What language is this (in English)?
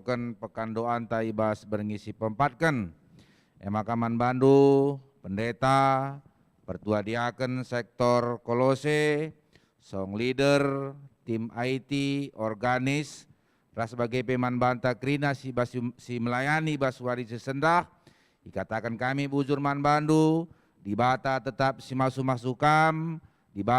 Batak Karo